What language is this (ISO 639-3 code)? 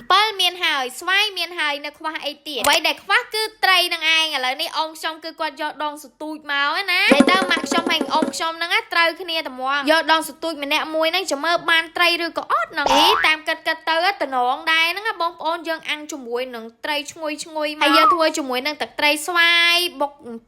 khm